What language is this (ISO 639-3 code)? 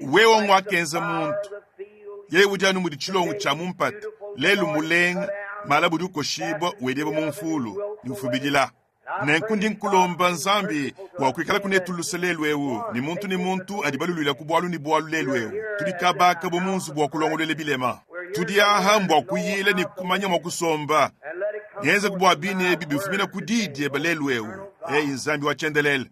lua